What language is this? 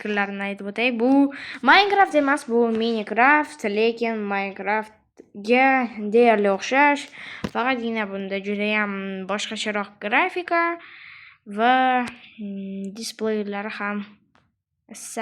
Uzbek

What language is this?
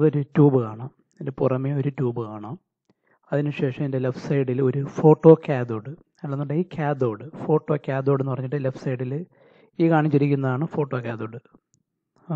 Malayalam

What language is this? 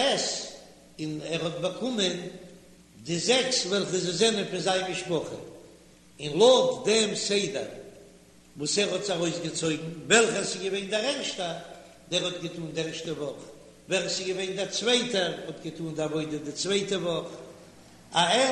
Yiddish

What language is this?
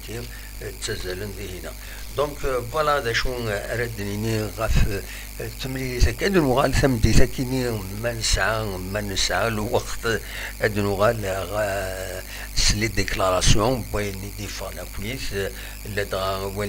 Kabyle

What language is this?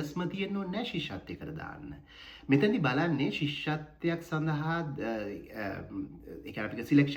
Sinhala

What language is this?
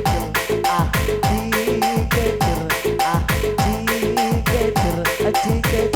Batak Karo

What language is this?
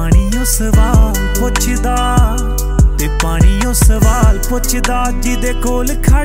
Punjabi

